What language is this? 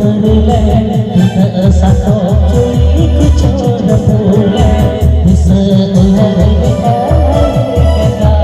Santali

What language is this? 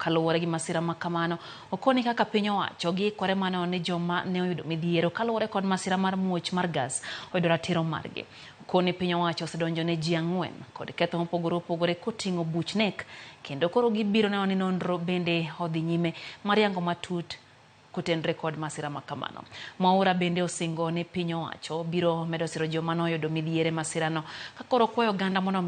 Luo (Kenya and Tanzania)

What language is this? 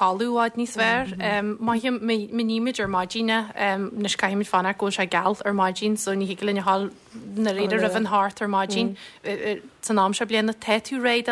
Irish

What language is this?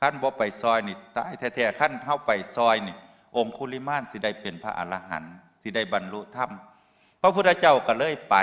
Northeastern Thai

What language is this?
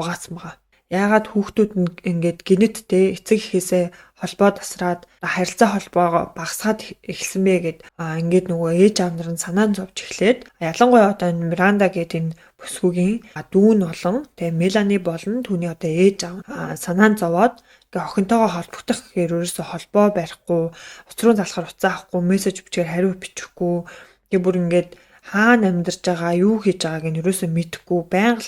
Mongolian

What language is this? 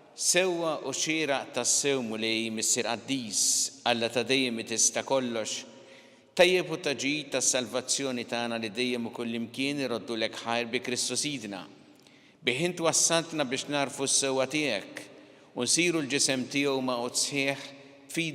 Maltese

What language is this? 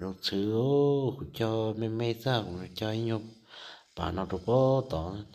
Hmong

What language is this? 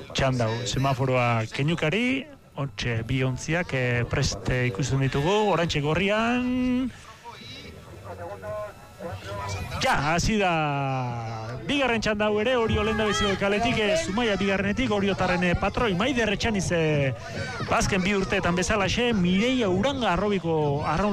Basque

